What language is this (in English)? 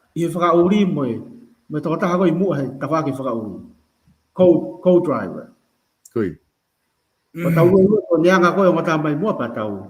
Tongan